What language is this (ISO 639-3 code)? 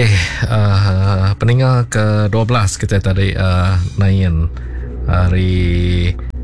msa